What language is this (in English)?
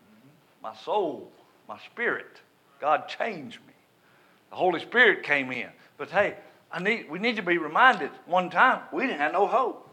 English